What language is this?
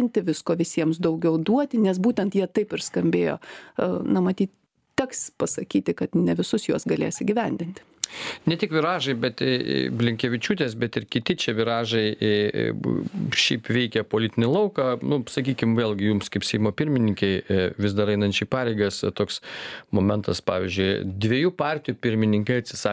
Lithuanian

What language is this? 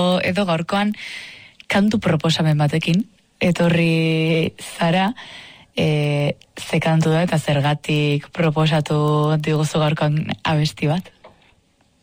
Basque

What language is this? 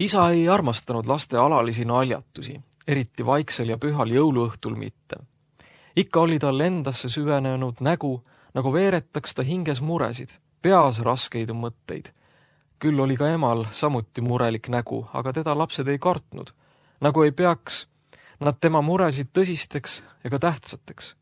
Estonian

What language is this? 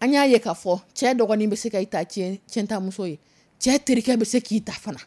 Dyula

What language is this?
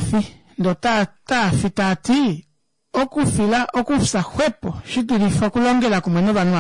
Kuanyama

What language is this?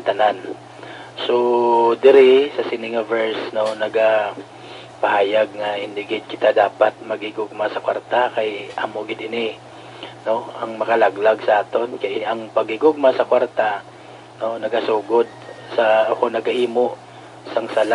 Hiligaynon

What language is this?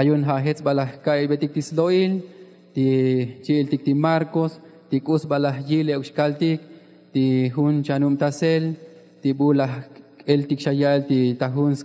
Tzotzil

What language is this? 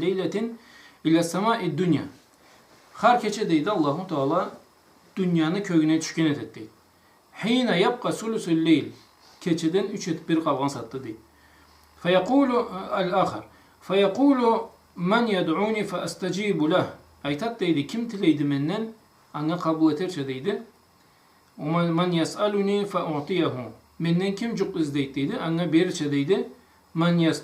Karachay-Balkar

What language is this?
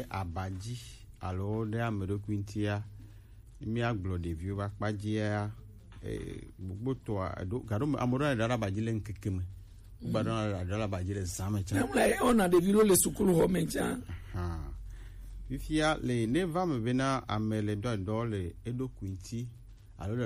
Gen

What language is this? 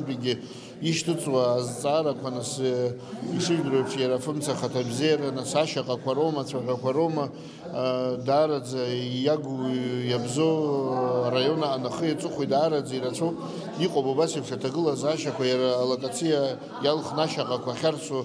Abkhazian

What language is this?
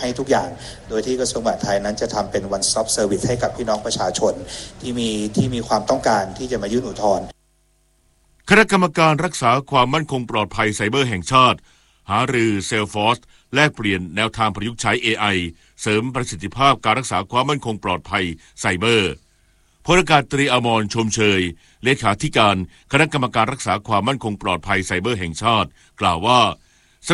Thai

